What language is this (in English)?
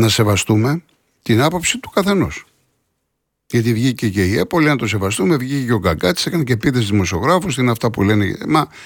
Greek